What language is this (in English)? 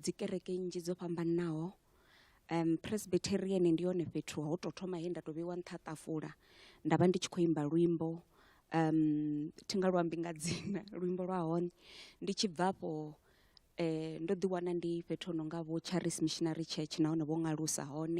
Venda